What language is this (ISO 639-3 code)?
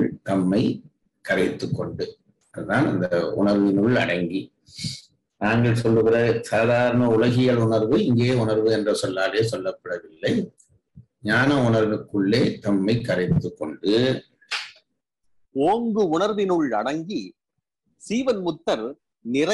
tam